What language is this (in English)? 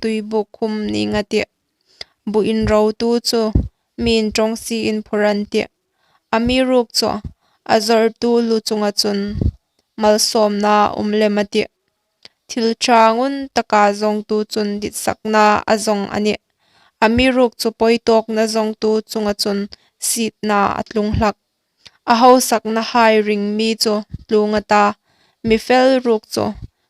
Hmar